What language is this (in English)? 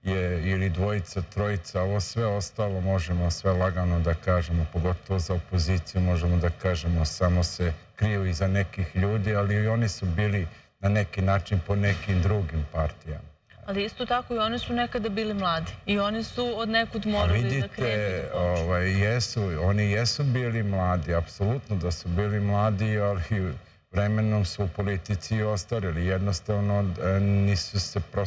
Serbian